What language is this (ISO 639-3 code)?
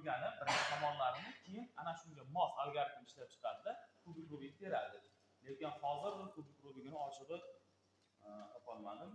uzb